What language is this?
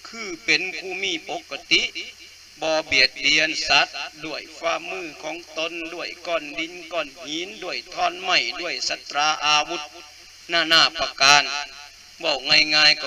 Lao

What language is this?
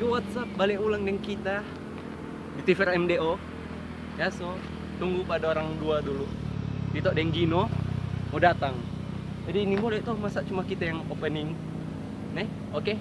Manado Malay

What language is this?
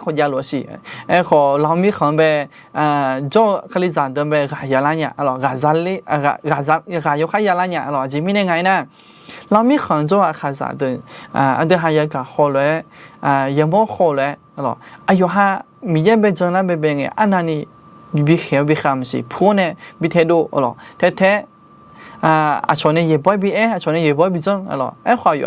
Akha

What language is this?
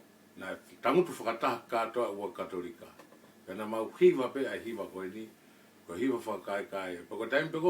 Tongan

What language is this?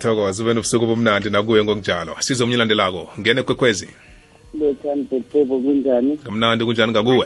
South Ndebele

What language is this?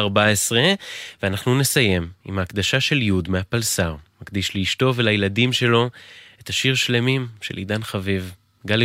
Hebrew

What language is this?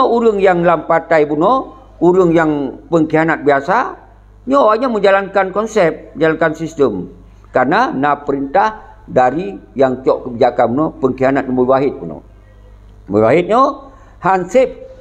Achinese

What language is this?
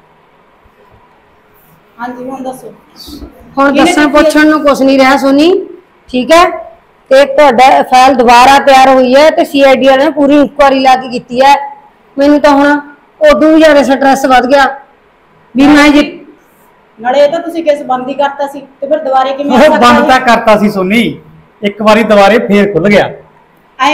Punjabi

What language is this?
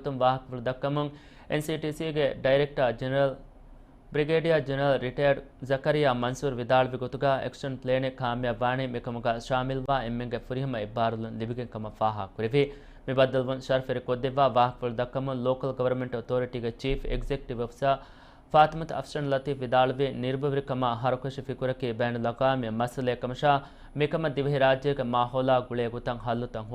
Divehi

